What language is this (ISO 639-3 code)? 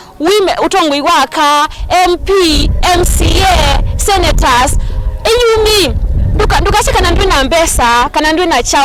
kam